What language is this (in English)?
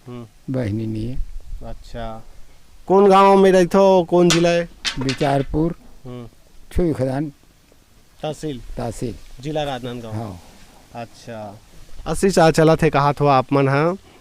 Chhattisgarhi